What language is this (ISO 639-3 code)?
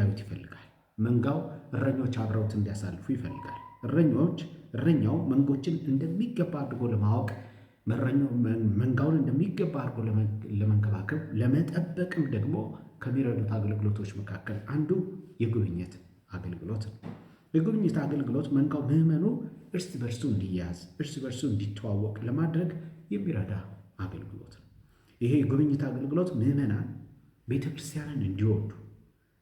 amh